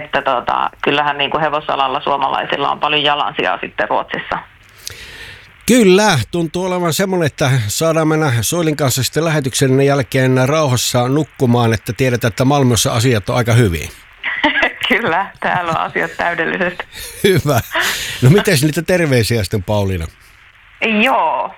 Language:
Finnish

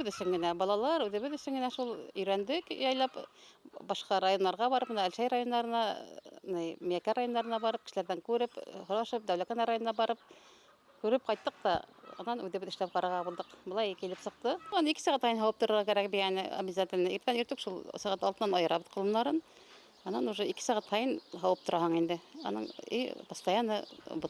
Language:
Bashkir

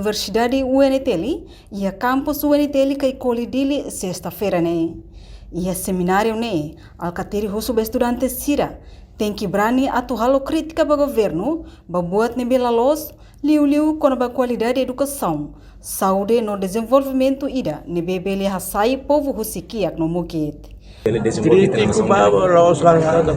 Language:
Tetum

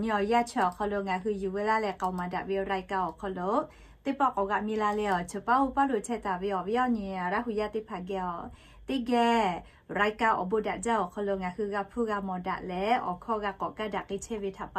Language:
Lahu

